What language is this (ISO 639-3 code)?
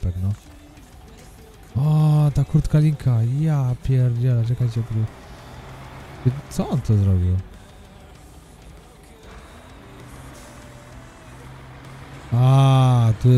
pol